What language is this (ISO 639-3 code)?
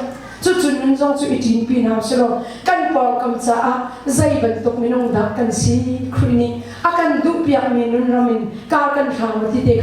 cnh